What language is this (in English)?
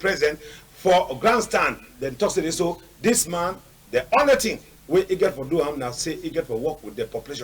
Cameroon Pidgin